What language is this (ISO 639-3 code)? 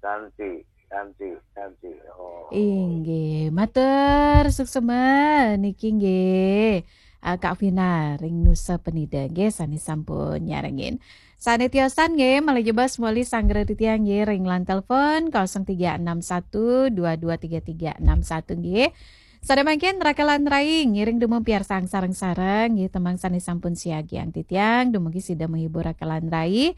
ban